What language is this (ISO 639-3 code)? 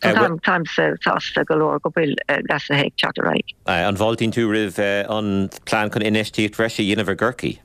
gle